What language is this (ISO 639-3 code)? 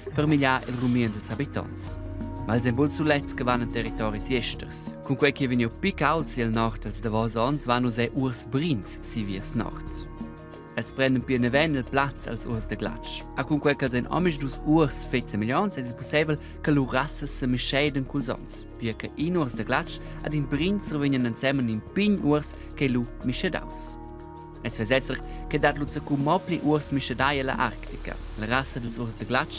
roh